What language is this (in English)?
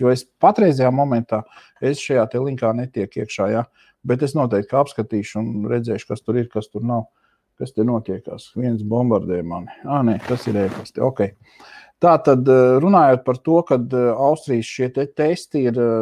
Latvian